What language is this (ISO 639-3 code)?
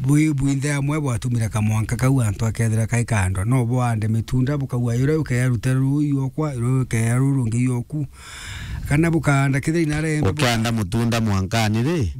mer